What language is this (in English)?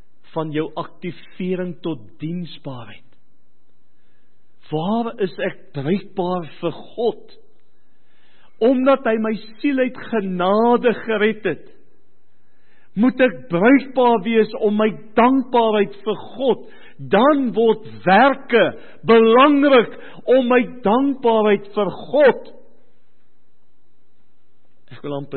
Afrikaans